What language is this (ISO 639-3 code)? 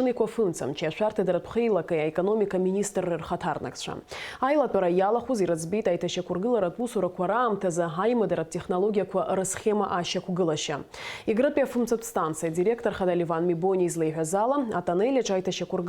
abk